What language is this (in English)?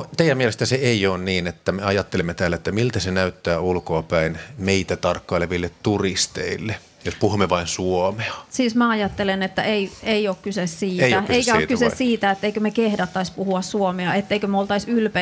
Finnish